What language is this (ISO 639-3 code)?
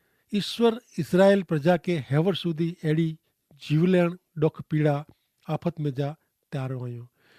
kfr